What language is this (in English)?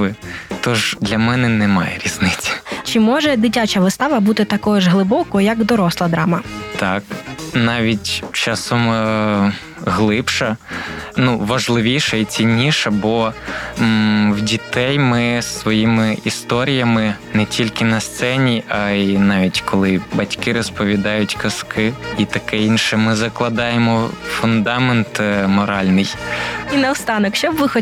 Ukrainian